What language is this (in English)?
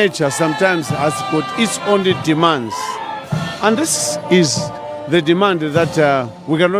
Nyanja